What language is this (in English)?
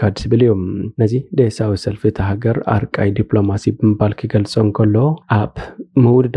Tigrinya